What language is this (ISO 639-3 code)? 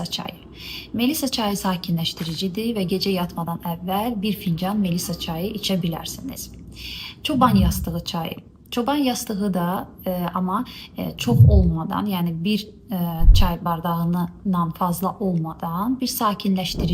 aze